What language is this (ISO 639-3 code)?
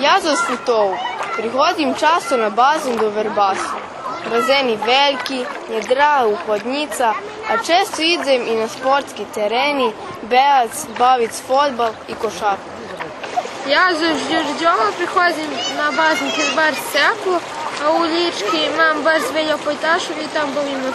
rue